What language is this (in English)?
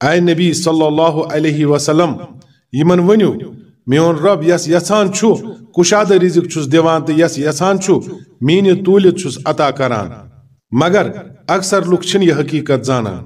Kashmiri